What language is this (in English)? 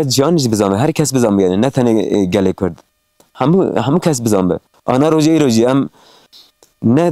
Kurdish